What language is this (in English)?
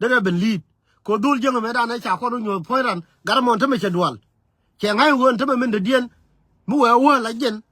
Nuer